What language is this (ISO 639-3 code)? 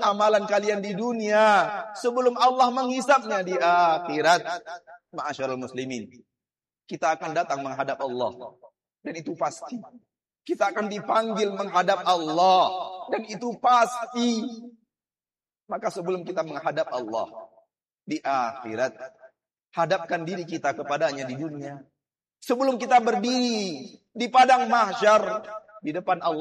ind